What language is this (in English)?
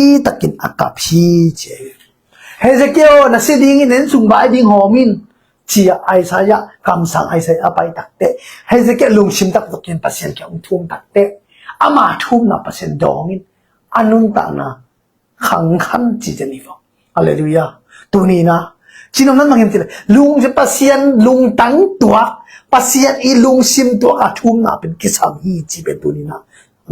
Tedim Chin